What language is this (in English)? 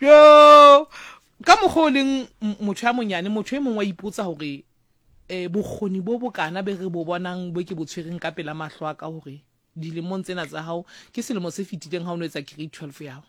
Southern Sotho